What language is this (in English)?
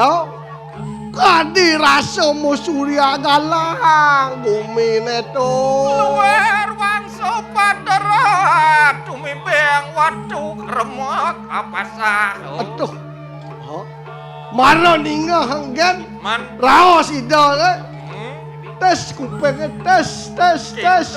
Balinese